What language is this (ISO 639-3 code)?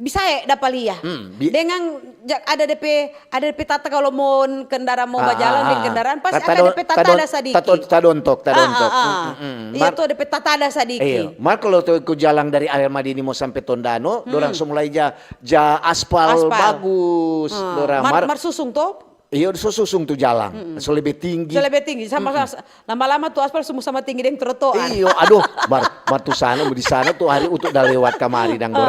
xmm